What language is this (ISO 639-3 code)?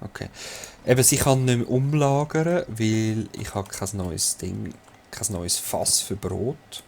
gsw